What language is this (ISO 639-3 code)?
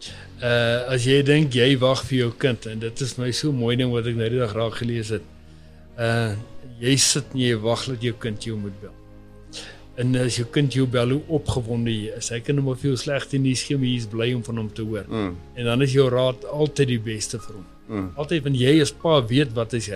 afr